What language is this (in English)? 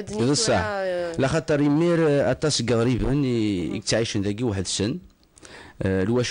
Kabyle